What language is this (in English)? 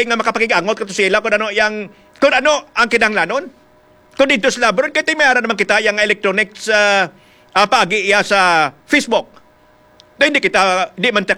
Hiligaynon